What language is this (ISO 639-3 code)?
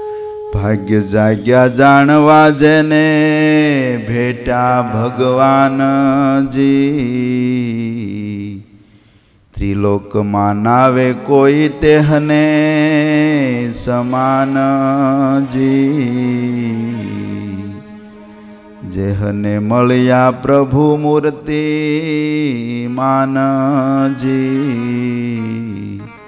guj